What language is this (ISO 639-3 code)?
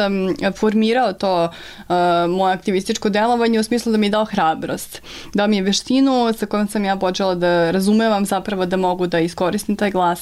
srp